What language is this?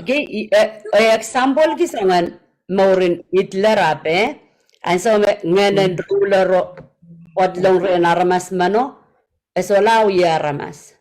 Pohnpeian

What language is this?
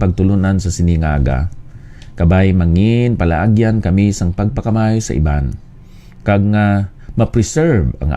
Hiligaynon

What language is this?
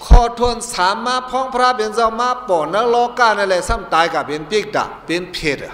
Shan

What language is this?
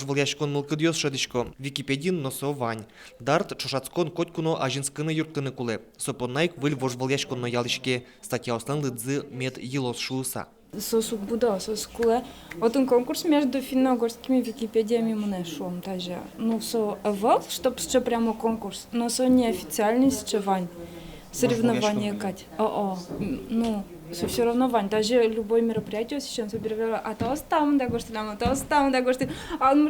Udmurt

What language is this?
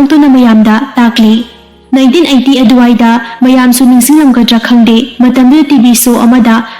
Manipuri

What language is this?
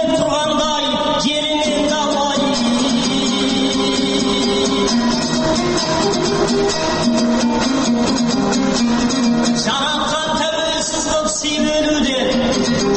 Kazakh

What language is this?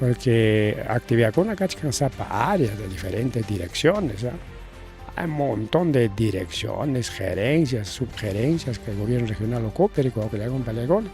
Ayacucho Quechua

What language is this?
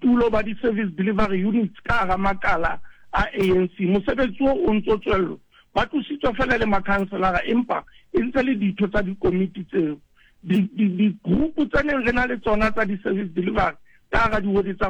Southern Sotho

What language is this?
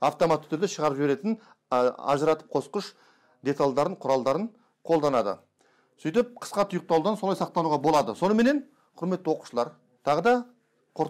Kazakh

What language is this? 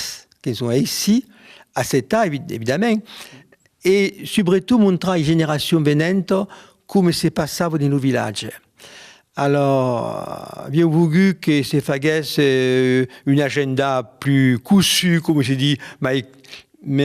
Occitan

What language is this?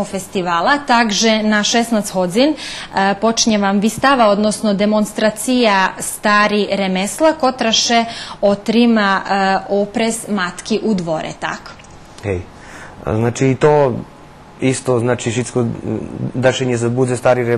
Rusyn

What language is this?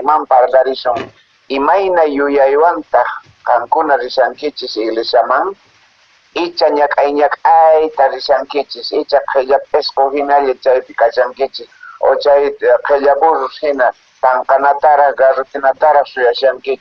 Quechua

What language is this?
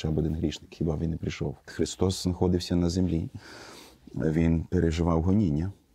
Ukrainian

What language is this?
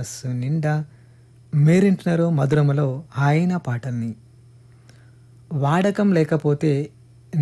Telugu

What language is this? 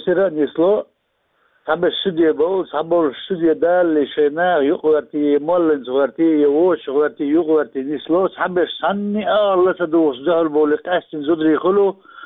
Chechen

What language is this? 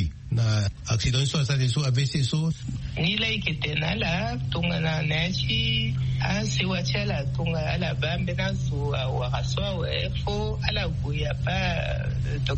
Sango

